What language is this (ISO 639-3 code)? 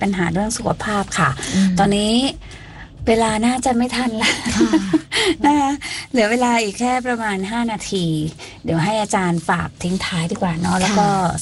tha